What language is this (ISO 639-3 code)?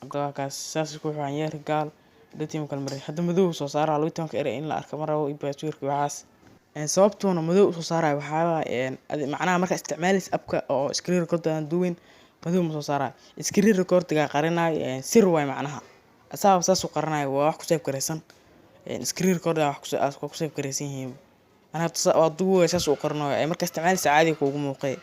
som